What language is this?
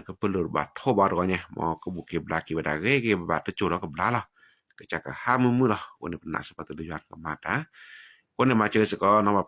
S'gaw Karen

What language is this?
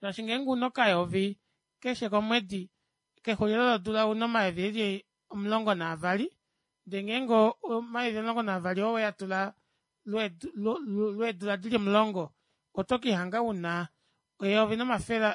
Kuanyama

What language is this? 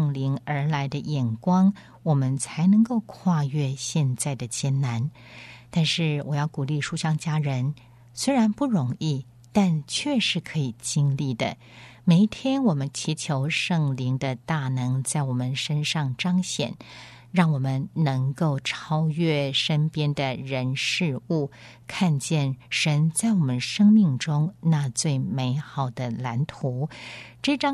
Chinese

